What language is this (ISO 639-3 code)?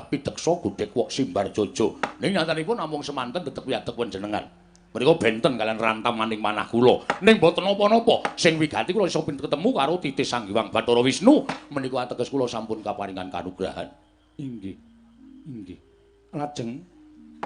jav